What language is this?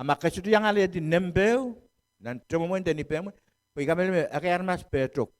Pohnpeian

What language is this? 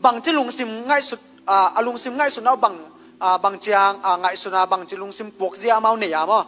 Tedim Chin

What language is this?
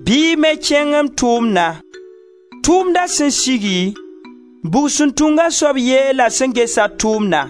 Mossi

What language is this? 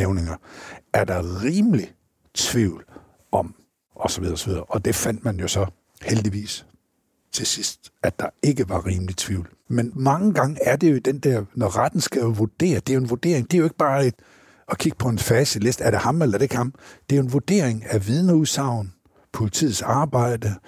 Danish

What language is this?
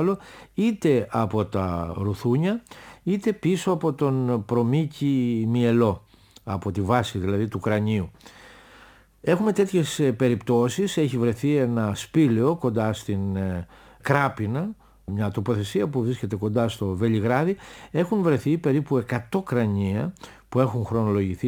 Greek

